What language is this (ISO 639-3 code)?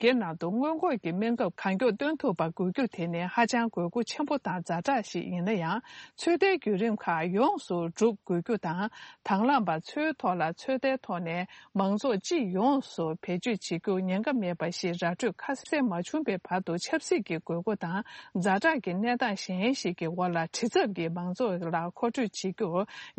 bod